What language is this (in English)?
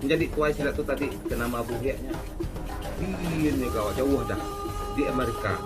Iban